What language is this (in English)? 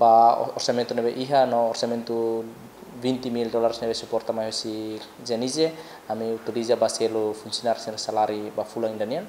Tetum